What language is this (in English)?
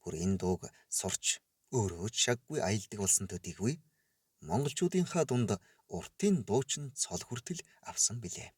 Mongolian